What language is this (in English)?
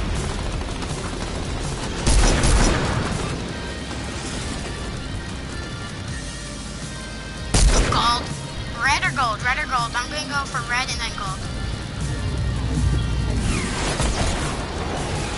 English